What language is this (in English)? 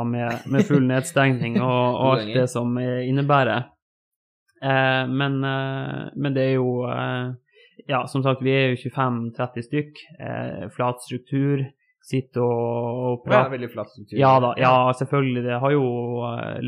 Norwegian